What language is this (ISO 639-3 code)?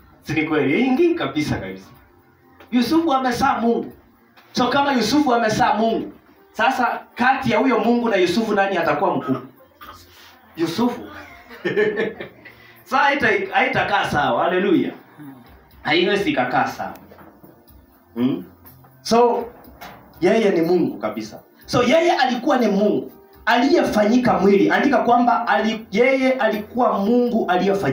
swa